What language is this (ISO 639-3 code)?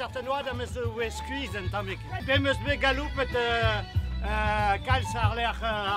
bre